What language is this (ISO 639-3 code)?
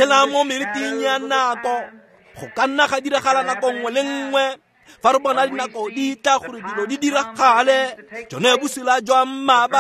tsn